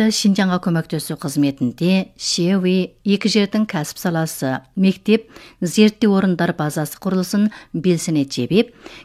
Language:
Kazakh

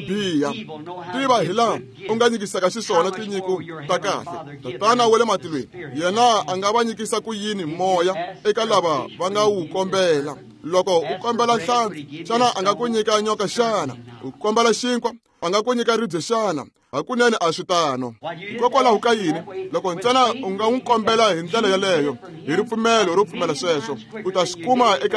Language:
Tsonga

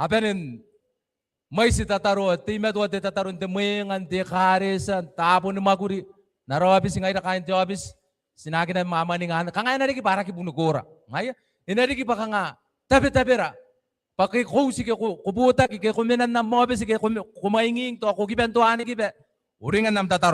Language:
Gilbertese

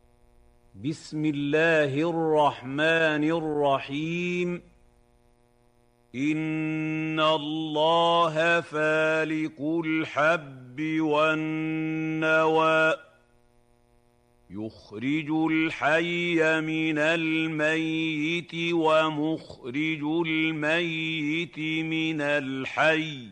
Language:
Arabic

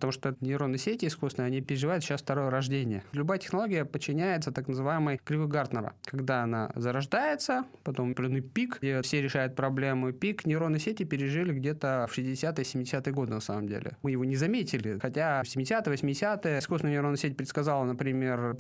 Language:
Russian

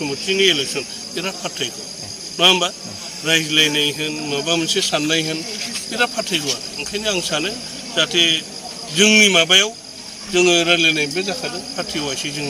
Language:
Bodo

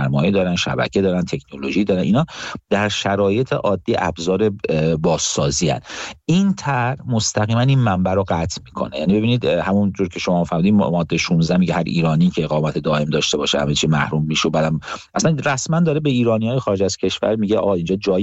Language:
Persian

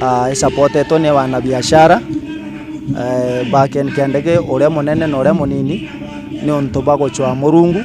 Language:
Meru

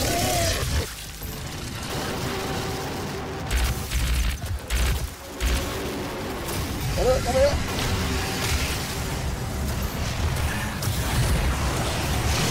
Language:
German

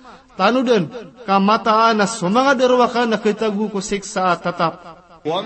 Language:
Maranao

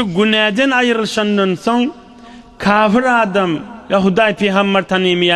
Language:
Turkmen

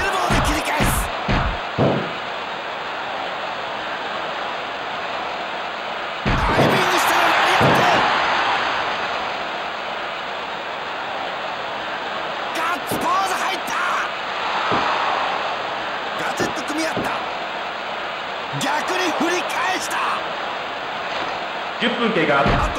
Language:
Japanese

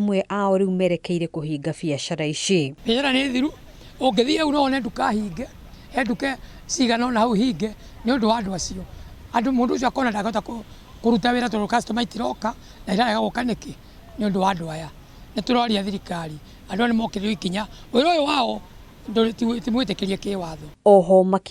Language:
Kikuyu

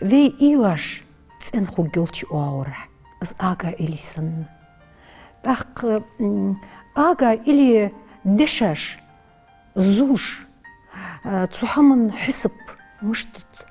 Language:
Ingush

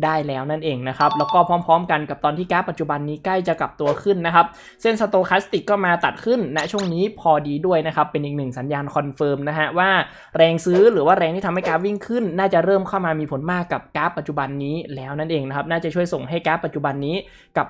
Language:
Thai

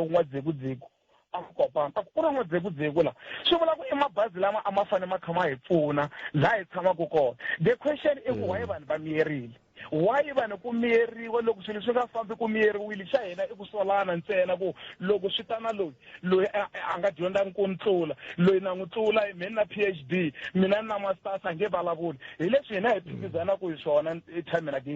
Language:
Tsonga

